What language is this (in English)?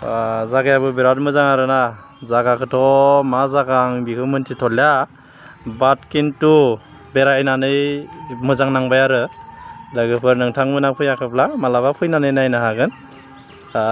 Bodo